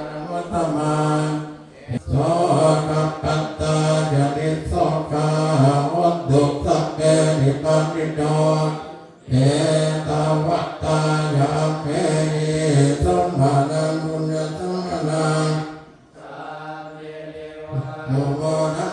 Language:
Pali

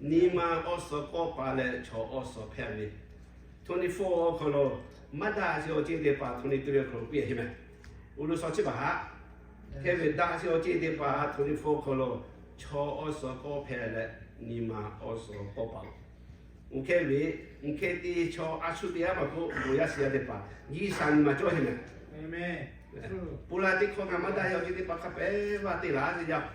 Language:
Lahu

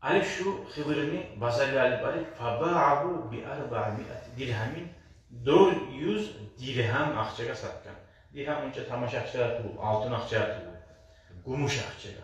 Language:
Kumyk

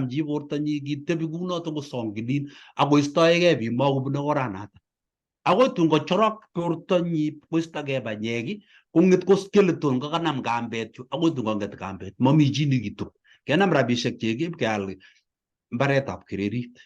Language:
Kalenjin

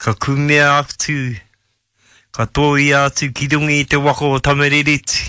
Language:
Māori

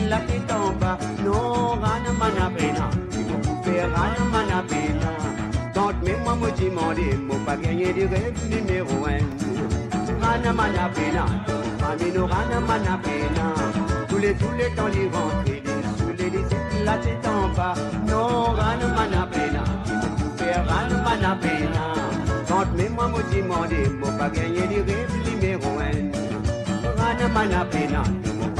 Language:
Morisyen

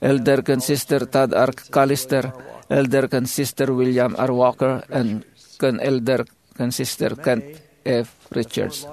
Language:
Iloko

